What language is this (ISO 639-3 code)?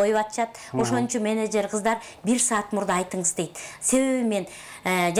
kir